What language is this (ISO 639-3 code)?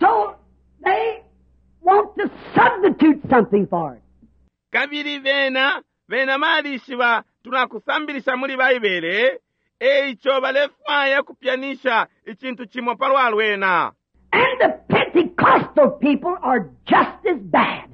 bem